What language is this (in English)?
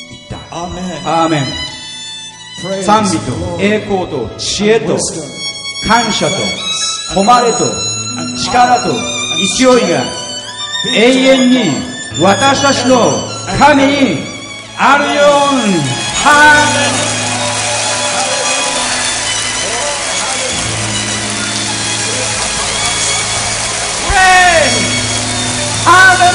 Japanese